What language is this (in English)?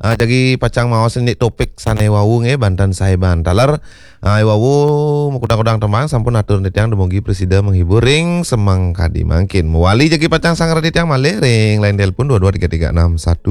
Balinese